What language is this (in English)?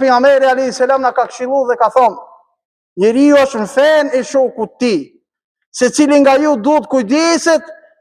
Albanian